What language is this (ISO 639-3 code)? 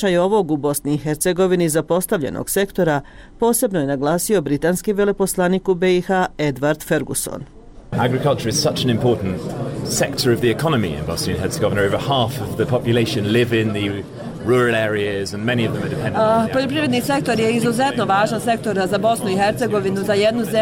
bos